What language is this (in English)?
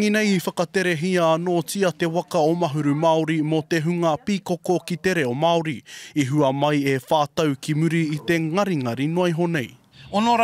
Māori